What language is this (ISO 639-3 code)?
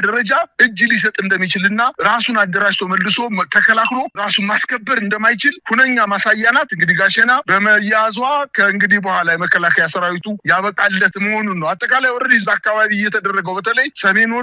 amh